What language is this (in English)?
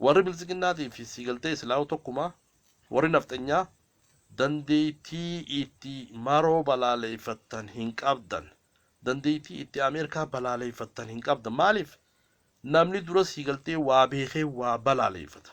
Oromo